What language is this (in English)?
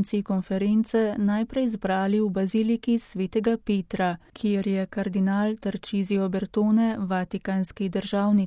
Slovenian